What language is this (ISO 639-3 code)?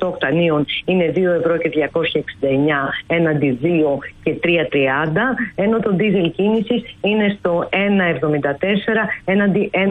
ell